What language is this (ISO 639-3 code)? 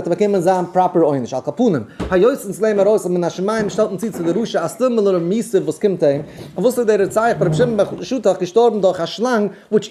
yid